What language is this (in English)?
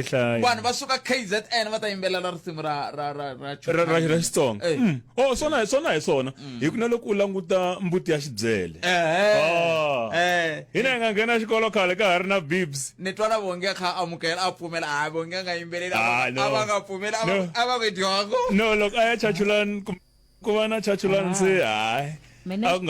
Tsonga